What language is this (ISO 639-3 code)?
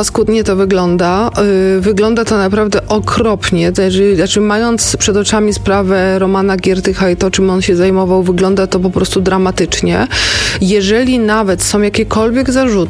pol